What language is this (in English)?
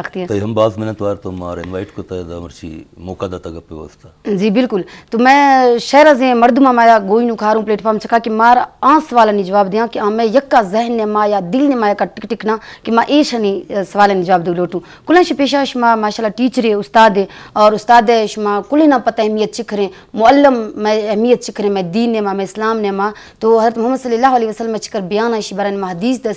Eastern Balochi